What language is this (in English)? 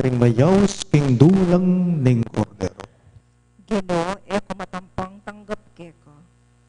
Pampanga